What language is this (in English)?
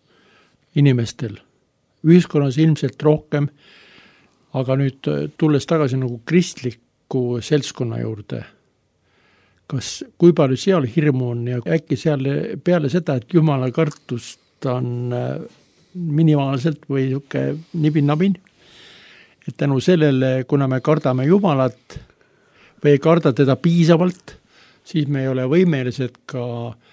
Estonian